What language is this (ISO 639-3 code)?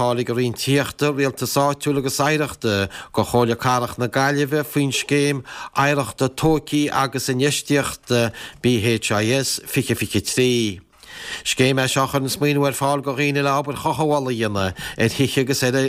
gle